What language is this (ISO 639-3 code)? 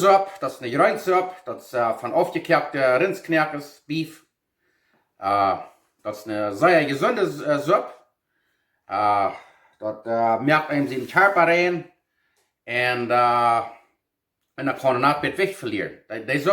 pdt